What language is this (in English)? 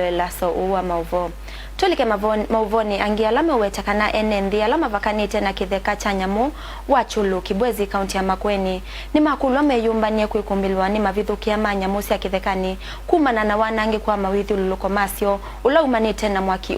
Kamba